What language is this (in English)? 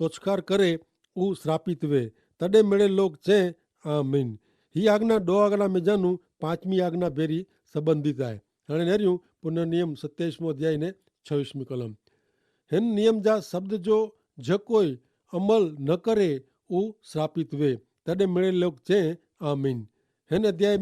Kachhi